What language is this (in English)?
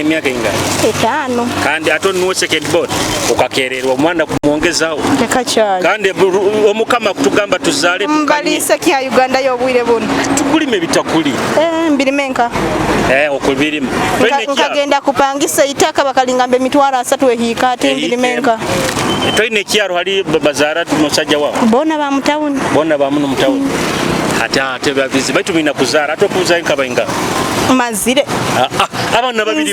Nyoro